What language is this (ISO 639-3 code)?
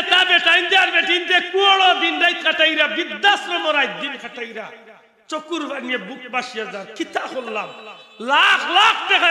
syl